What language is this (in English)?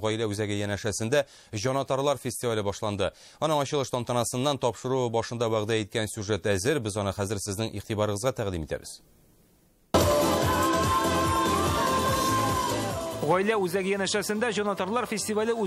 Tatar